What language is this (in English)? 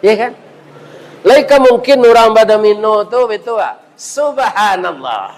Minangkabau